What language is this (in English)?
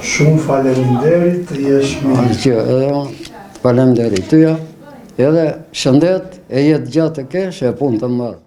Albanian